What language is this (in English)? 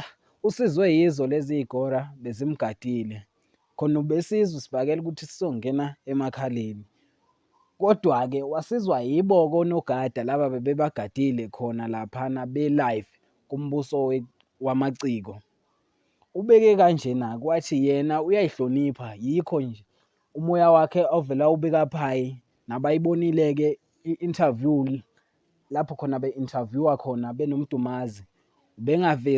Zulu